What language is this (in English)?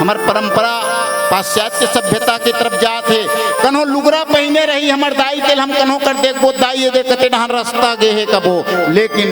Chhattisgarhi